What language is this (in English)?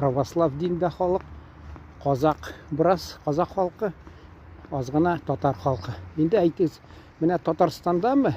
Tatar